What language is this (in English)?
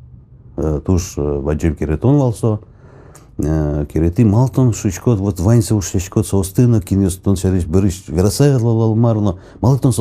Udmurt